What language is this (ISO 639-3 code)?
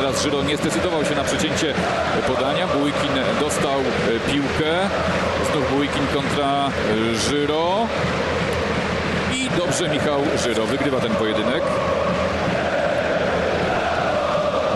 pol